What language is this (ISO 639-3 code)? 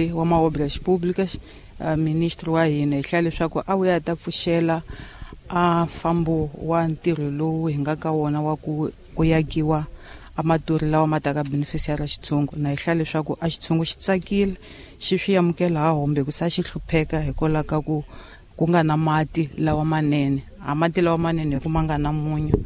tso